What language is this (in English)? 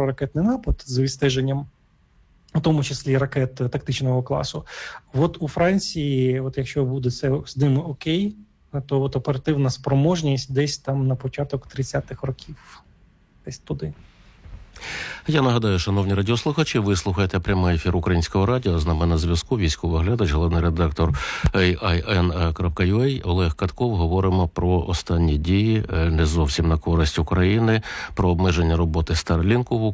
Ukrainian